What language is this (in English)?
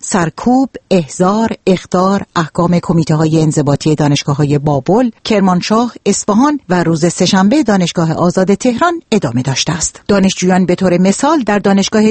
Persian